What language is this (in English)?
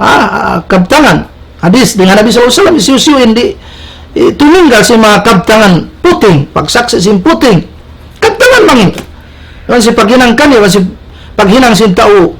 Tausug